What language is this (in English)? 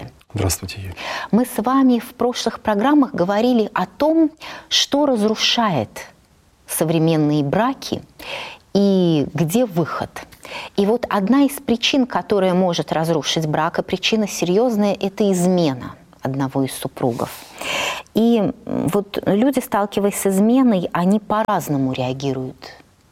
Russian